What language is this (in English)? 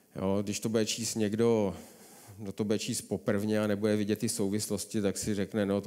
Czech